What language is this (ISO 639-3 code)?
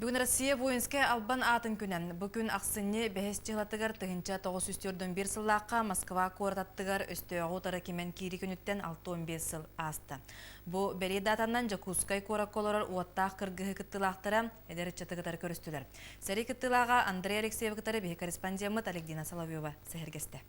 sah